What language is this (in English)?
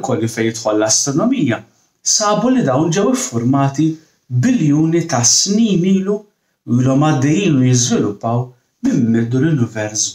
Maltese